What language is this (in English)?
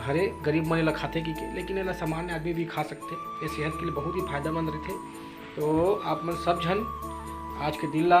Chhattisgarhi